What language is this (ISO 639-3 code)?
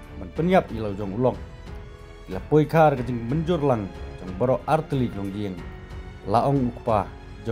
kha